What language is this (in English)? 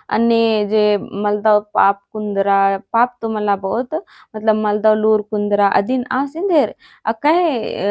Kurukh